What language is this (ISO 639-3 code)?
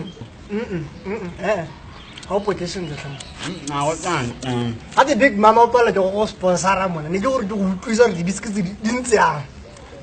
tsn